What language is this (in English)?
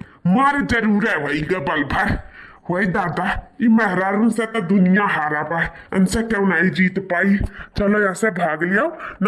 Awadhi